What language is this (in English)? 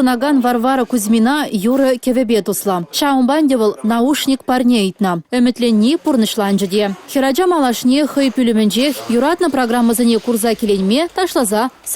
Chuvash